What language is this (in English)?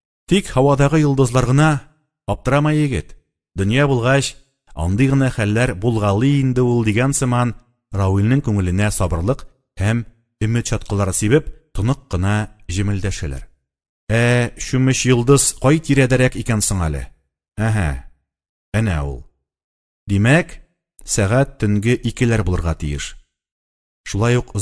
Tatar